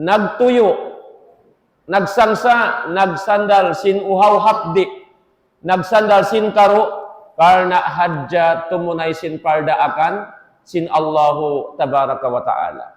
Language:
Tausug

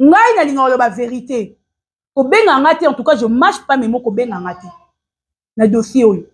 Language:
Lingala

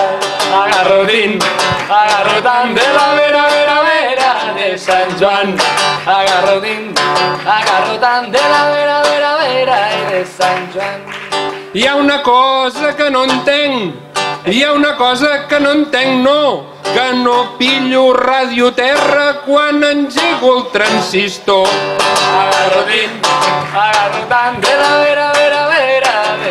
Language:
Catalan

